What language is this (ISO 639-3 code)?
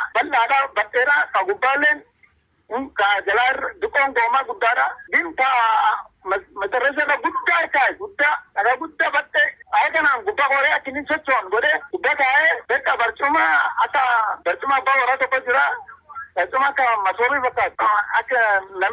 orm